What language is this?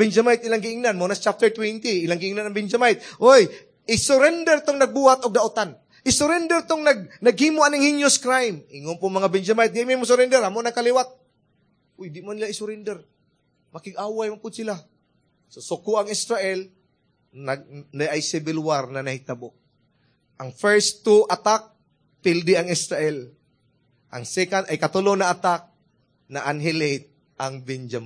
Cebuano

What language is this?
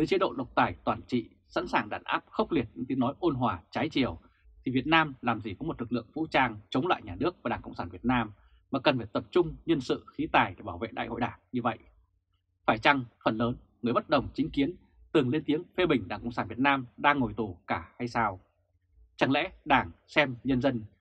Vietnamese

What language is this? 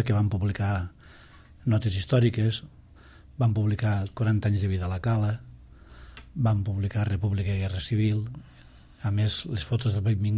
Catalan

